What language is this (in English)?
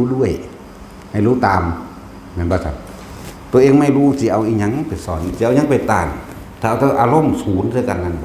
Northeastern Thai